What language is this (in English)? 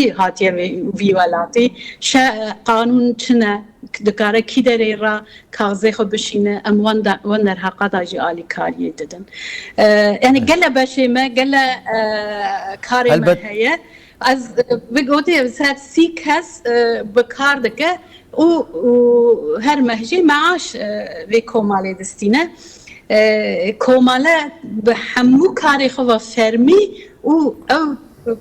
Kurdish